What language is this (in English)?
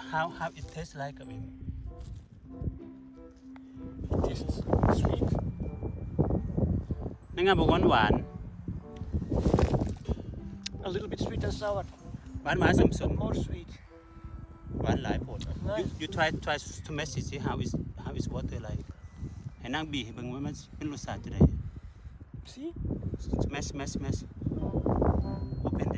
Thai